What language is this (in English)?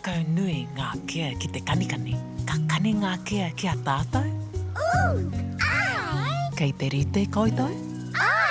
Māori